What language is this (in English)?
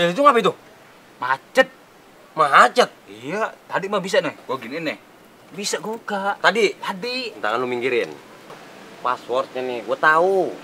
Betawi